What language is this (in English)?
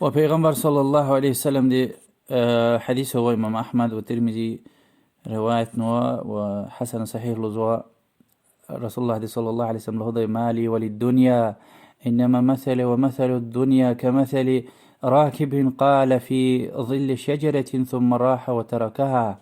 Lezghian